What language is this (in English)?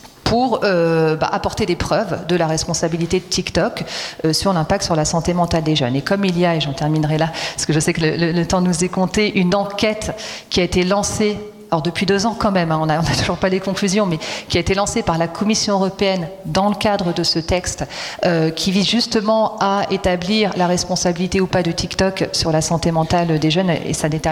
French